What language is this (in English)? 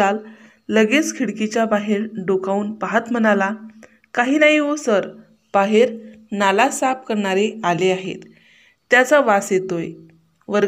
Marathi